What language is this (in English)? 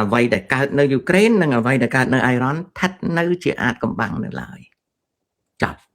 Khmer